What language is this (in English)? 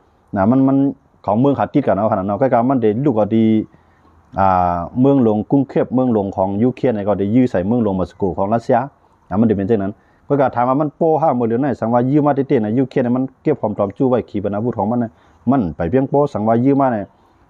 Shan